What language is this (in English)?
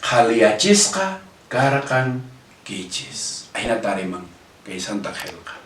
Quechua